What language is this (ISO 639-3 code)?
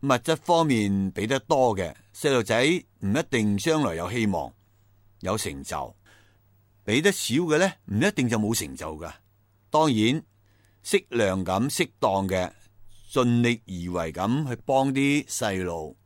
yue